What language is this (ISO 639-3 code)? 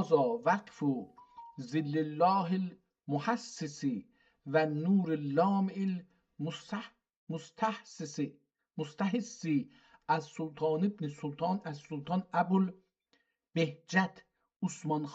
azb